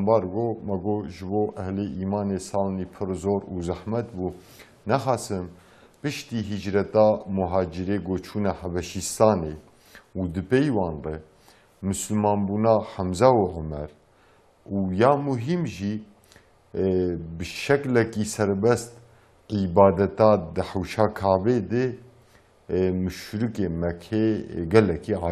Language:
Kurdish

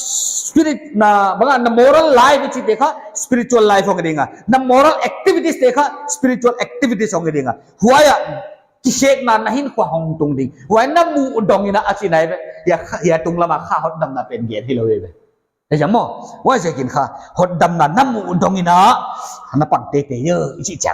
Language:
Paite Chin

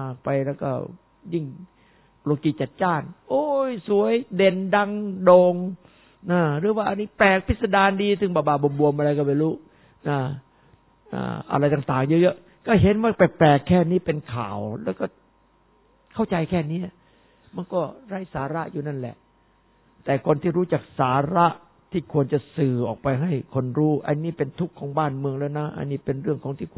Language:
Thai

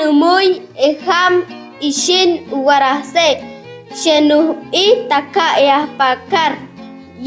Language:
Chortí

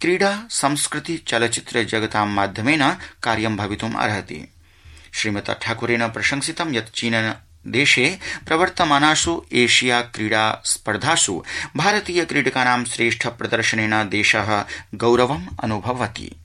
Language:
Sanskrit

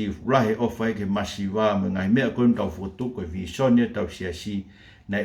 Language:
Tongan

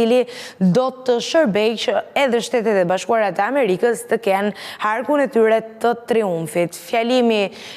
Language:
Albanian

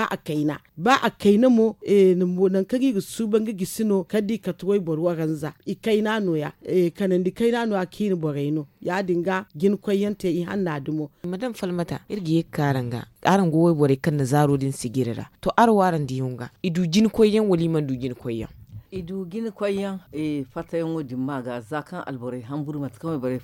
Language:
Zarma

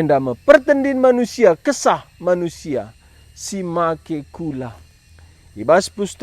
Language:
Batak Karo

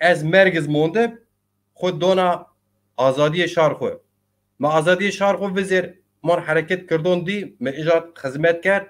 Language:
Zaza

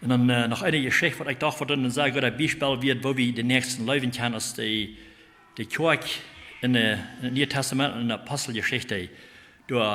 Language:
Plautdietsch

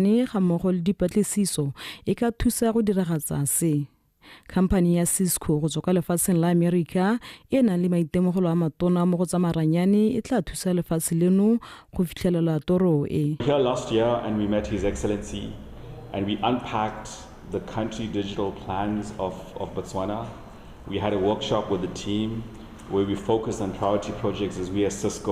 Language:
Tswana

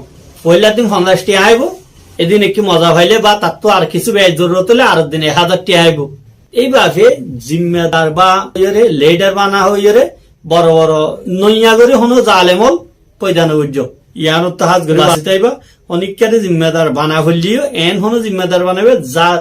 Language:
Rohingya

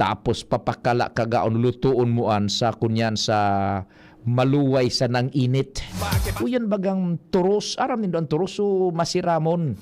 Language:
Bikol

